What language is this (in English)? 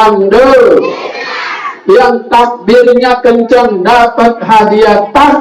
Betawi